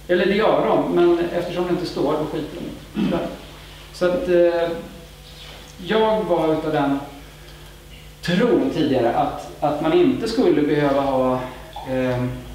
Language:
Swedish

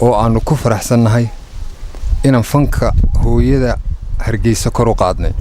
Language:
Somali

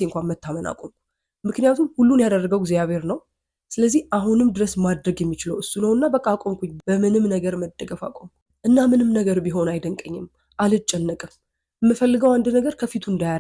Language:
Amharic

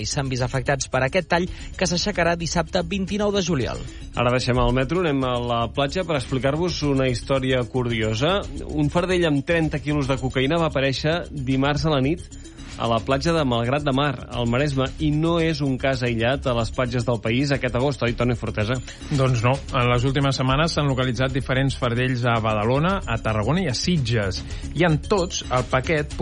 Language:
Catalan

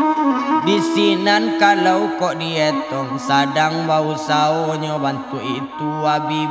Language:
Minangkabau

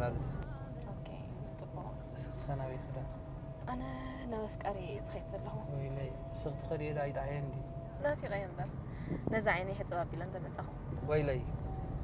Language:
Tigrinya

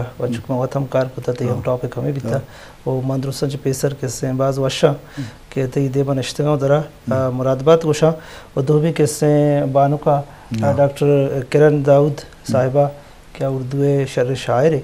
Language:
Eastern Balochi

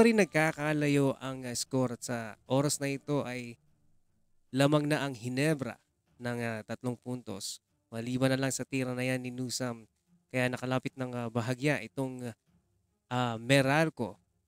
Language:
Filipino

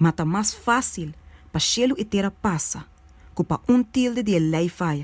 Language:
Papiamento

